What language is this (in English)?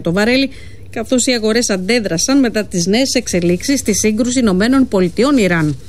Greek